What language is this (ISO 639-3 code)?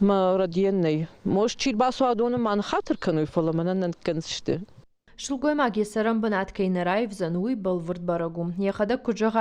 oss